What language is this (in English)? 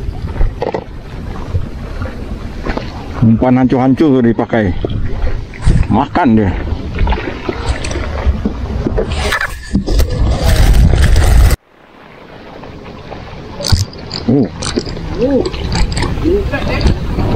Malay